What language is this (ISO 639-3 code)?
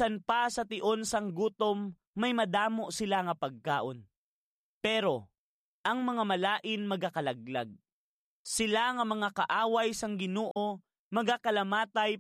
hil